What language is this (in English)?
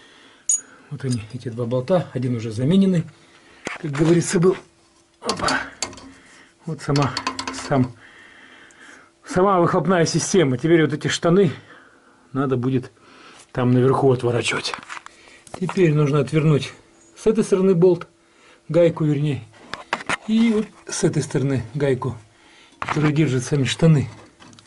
Russian